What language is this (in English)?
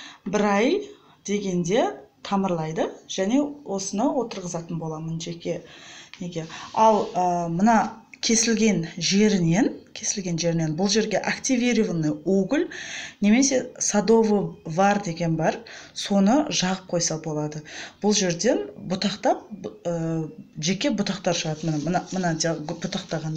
Kazakh